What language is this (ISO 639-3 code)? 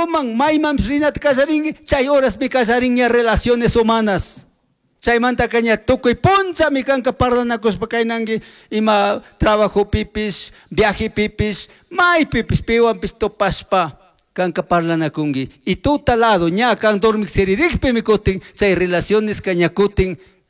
qug